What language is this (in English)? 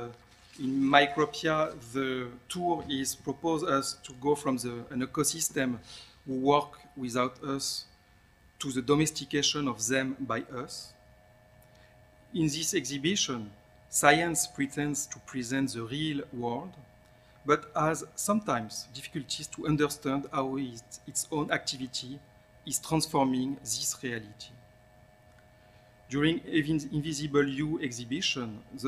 English